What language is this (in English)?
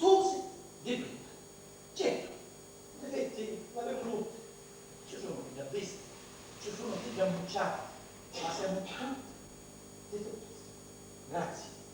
Sicilian